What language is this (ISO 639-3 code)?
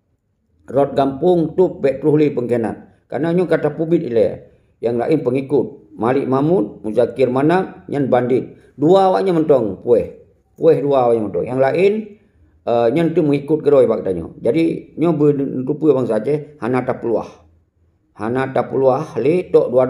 ace